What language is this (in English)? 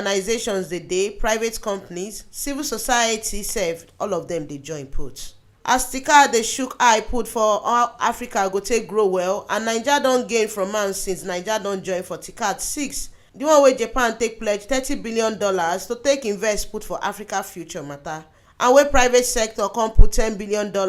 Nigerian Pidgin